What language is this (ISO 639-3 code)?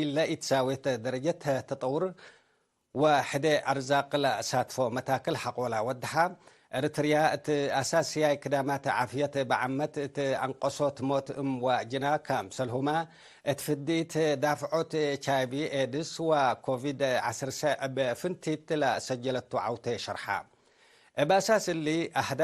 tig